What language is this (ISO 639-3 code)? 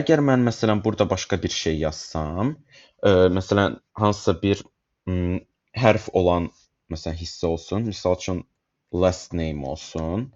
aze